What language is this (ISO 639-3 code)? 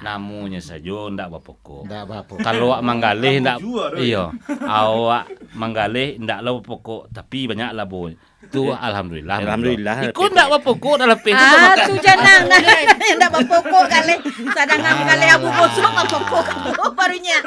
min